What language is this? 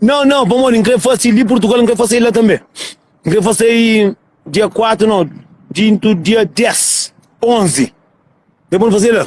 Kabuverdianu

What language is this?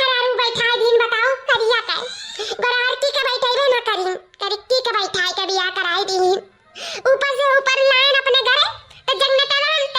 Awadhi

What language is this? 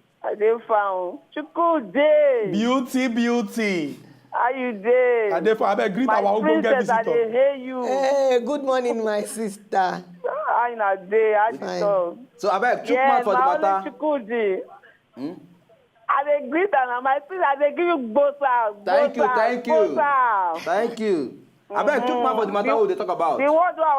Nigerian Pidgin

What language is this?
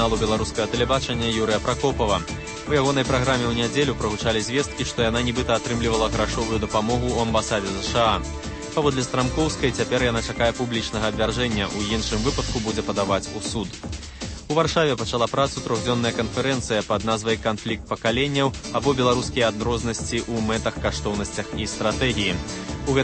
Belarusian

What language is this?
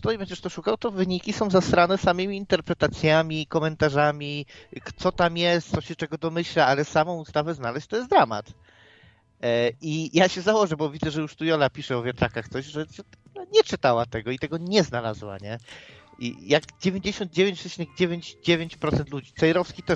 Polish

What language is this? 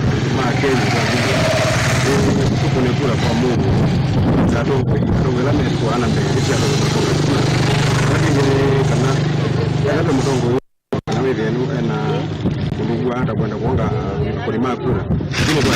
Kamba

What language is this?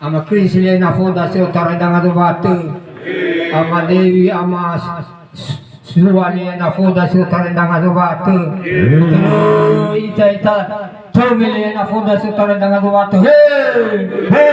Nias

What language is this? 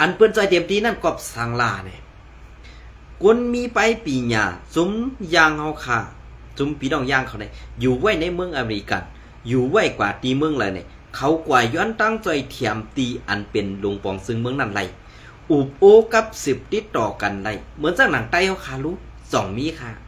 Shan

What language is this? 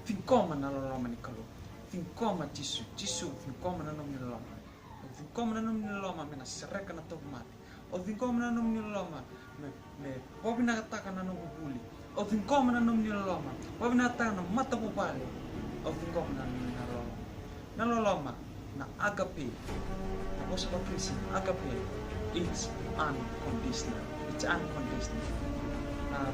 Fijian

